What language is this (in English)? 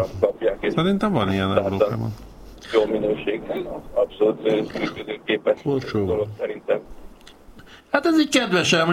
Hungarian